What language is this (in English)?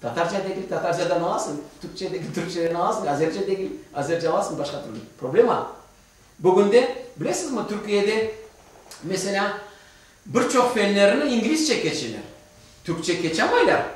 Crimean Tatar